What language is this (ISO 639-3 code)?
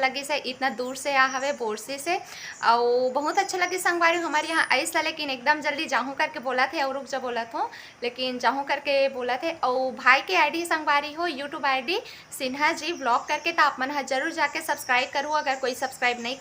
hne